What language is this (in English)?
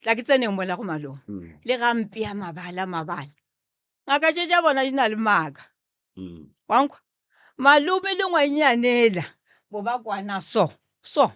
Northern Sotho